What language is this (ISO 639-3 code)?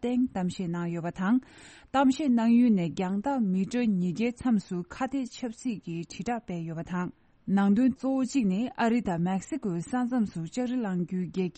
bod